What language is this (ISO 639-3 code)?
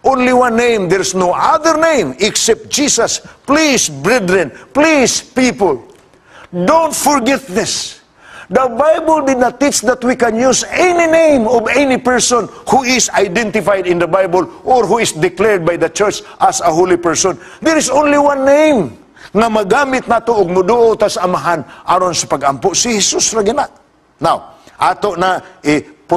ceb